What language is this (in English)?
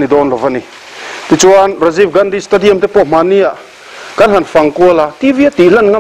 Mizo